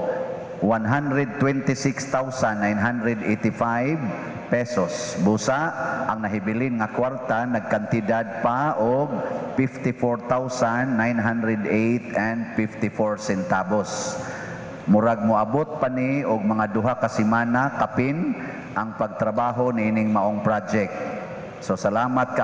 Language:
Cebuano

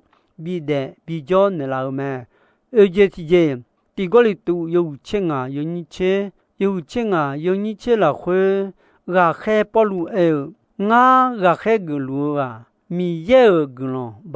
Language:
Akha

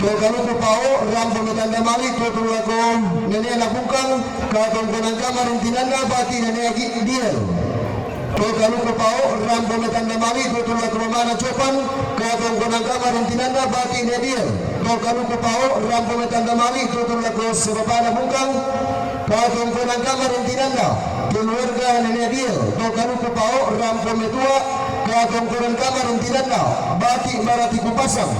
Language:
Toraja-Sa'dan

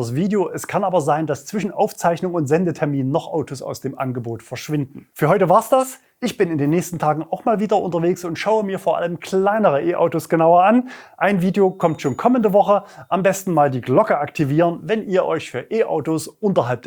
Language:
German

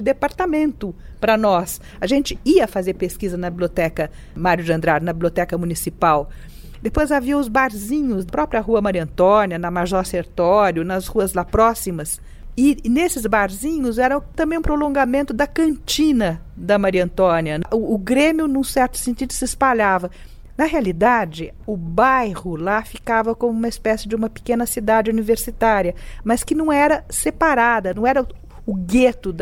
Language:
Portuguese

